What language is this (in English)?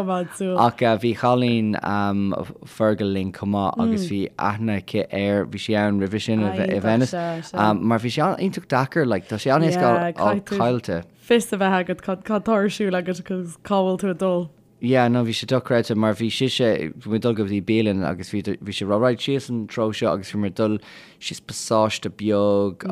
Irish